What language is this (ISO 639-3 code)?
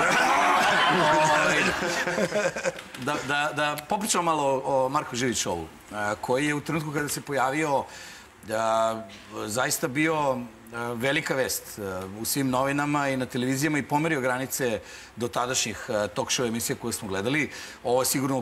srp